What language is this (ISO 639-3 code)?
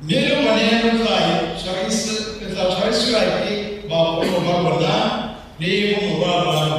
tsn